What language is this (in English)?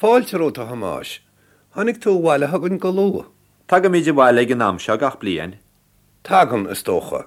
Irish